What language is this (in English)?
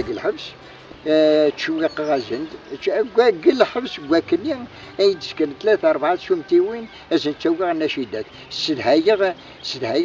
Kabyle